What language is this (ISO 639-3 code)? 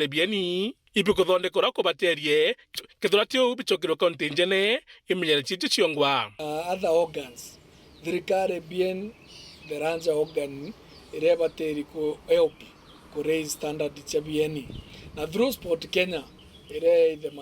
mer